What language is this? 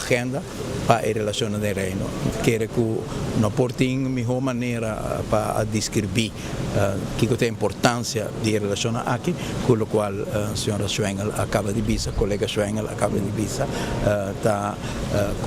Papiamento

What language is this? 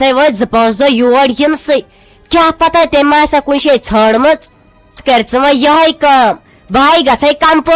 Kashmiri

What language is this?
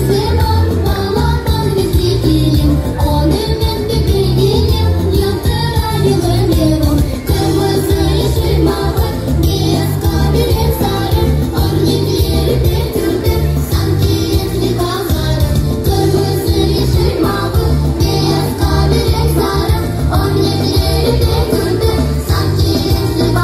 Crimean Tatar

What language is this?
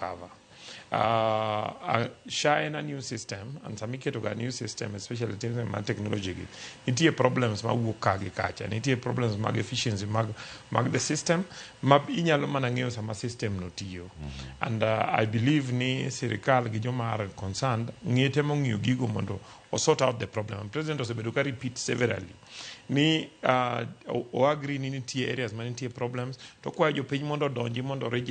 Luo (Kenya and Tanzania)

